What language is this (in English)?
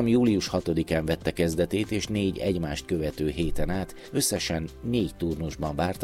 Hungarian